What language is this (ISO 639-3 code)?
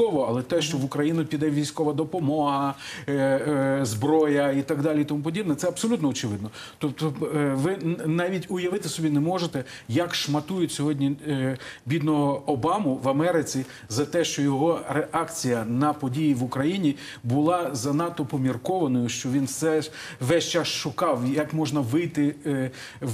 ukr